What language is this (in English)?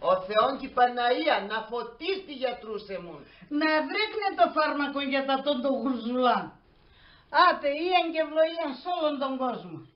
Pontic